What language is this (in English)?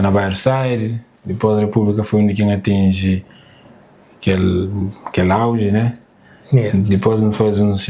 Kabuverdianu